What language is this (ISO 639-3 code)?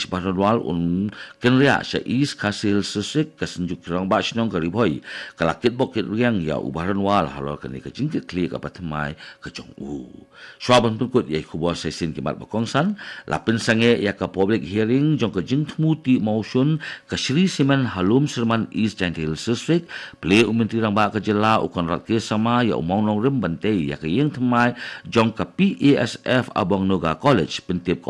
kha